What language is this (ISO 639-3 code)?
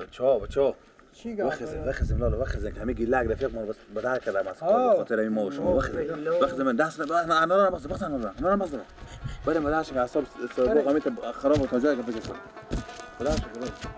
fas